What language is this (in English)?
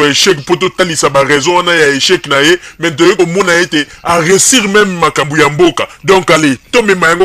Lingala